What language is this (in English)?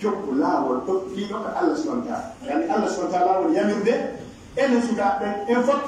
Pular